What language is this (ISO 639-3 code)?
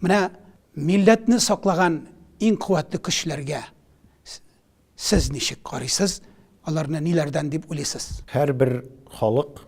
tat